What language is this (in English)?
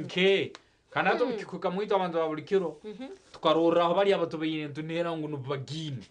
Nyankole